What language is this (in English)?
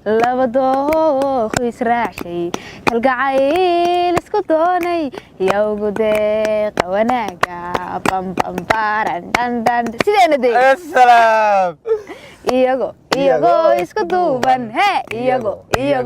Somali